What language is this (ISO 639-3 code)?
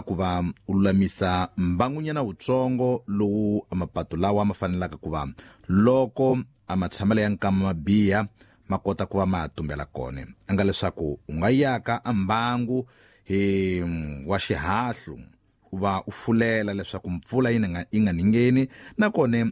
tso